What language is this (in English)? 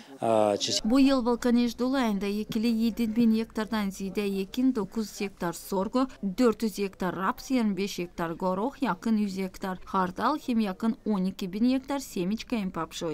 Gagauz